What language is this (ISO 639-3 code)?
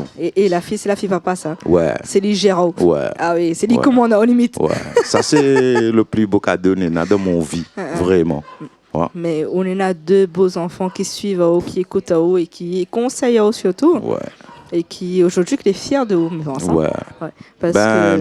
rcf